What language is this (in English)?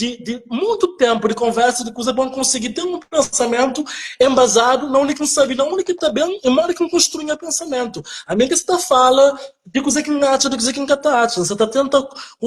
Kabuverdianu